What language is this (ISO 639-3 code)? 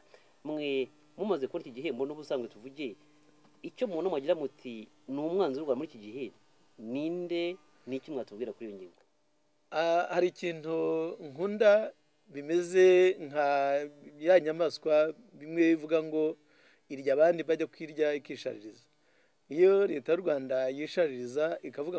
kin